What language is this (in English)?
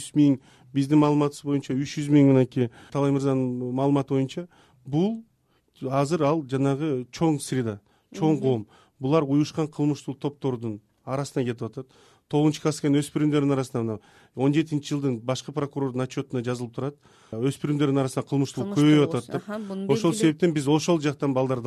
Kyrgyz